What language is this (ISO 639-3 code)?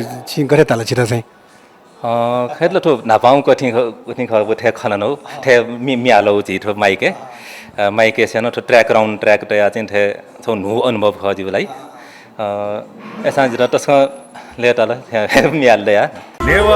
new